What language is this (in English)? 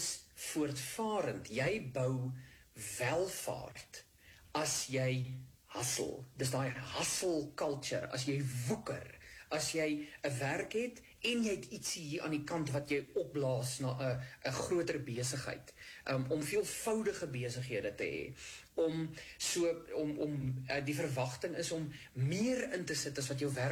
Afrikaans